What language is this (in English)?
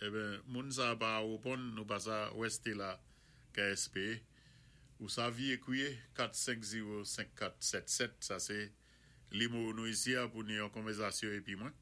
Saint Lucian Creole French